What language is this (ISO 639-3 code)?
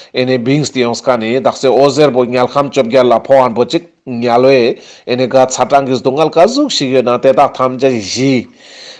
lbj